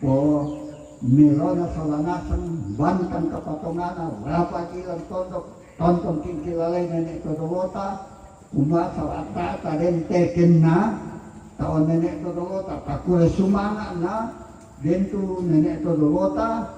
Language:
Toraja-Sa'dan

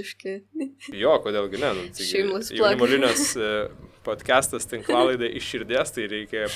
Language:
Lithuanian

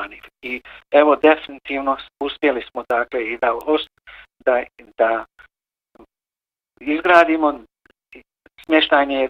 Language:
Bosnian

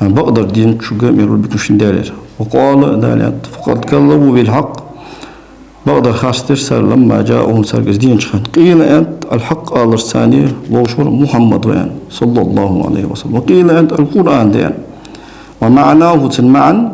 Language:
Ingush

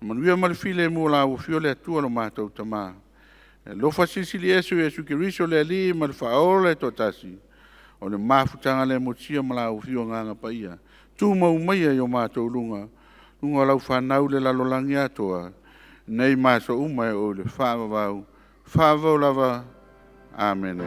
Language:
Samoan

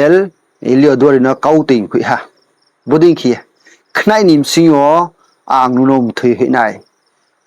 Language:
Riang (India)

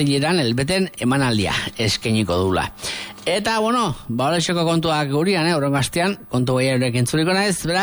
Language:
Basque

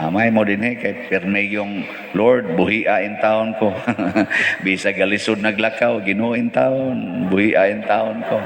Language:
Cebuano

